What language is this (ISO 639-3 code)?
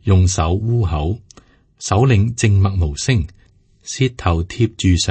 yue